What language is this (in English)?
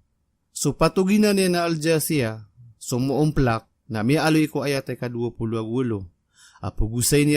Maranao